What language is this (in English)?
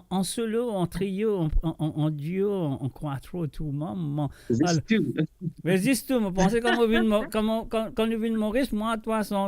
Morisyen